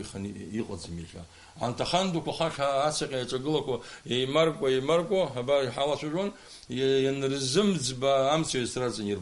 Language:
Abkhazian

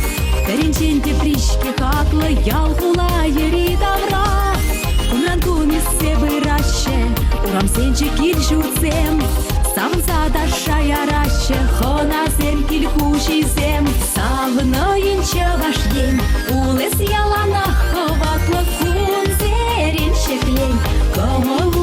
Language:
Chuvash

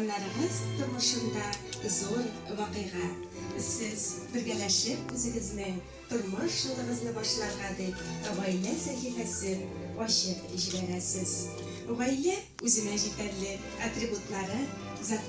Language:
Tatar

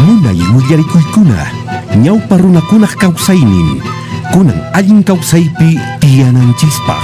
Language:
Quechua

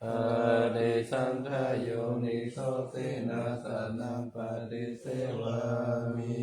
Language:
Pali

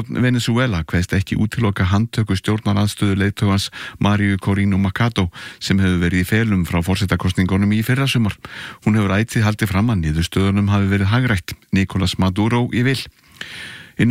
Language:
Icelandic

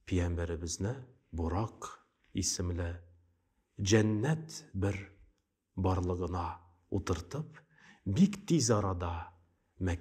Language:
Tatar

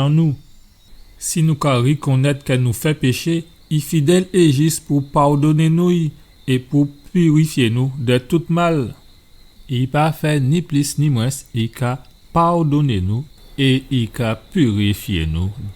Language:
Guadeloupean Creole French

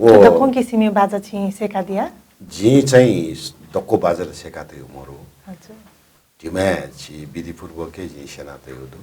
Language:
Newari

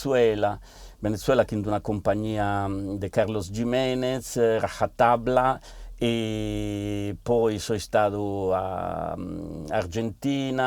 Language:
Sardinian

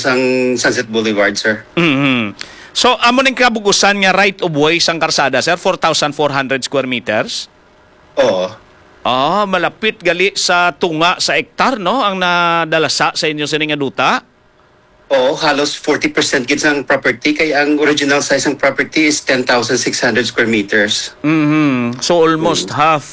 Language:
Hiligaynon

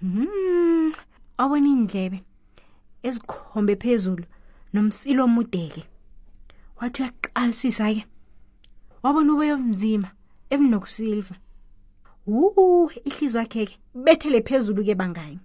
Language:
South Ndebele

